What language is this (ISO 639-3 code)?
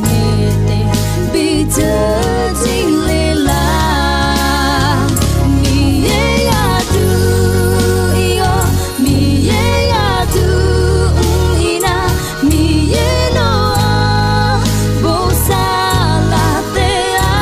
ahk